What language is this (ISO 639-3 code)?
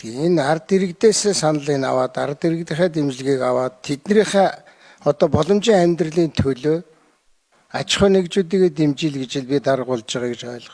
mon